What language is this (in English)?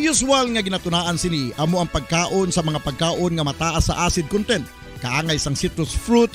Hiligaynon